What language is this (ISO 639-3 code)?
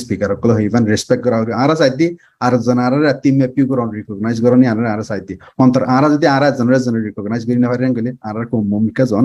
rhg